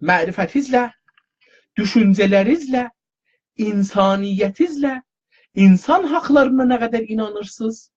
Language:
South Azerbaijani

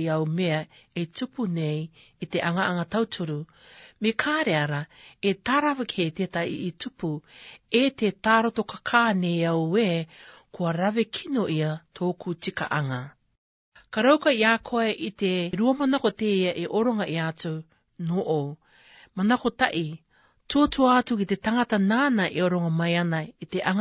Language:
Rarotongan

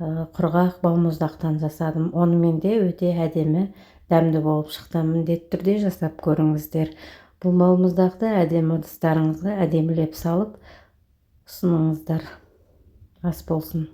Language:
Kazakh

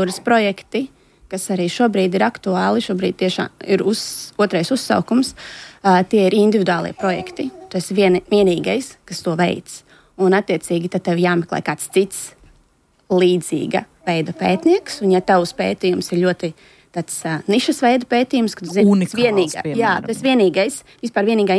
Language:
Latvian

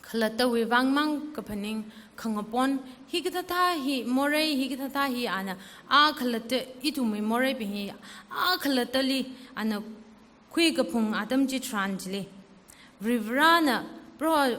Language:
Tangkhul Naga (India)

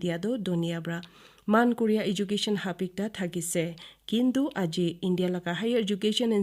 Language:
Naga Pidgin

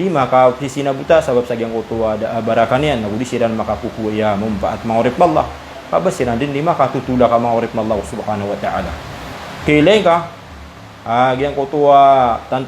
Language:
Maranao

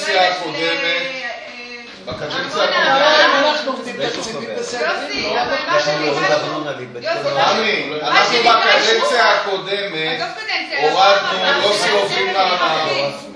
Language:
Hebrew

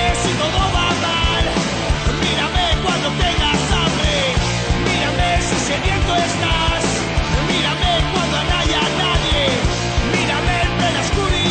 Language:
Spanish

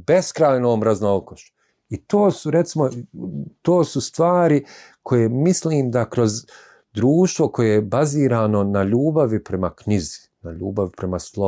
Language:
Bosnian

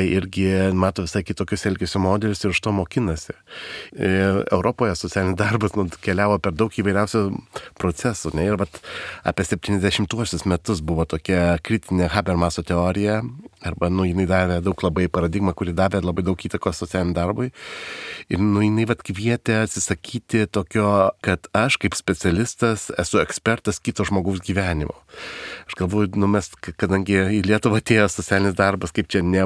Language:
Lithuanian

